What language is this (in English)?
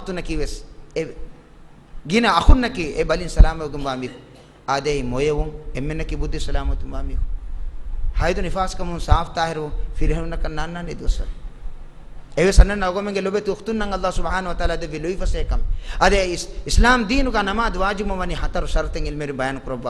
Divehi